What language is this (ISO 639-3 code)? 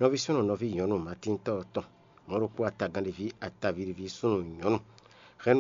fon